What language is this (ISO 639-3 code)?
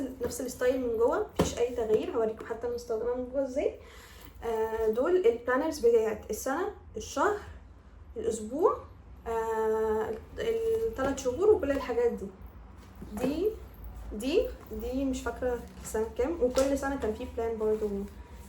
arz